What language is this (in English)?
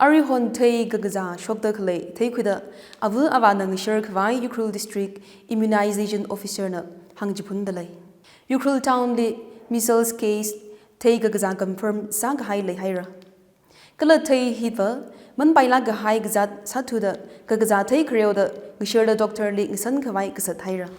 Tangkhul Naga (India)